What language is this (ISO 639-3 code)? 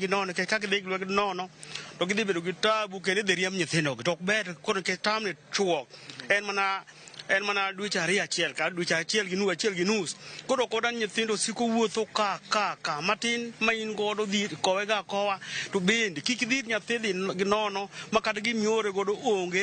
luo